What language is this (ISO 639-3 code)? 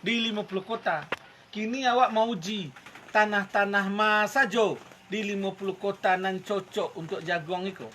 min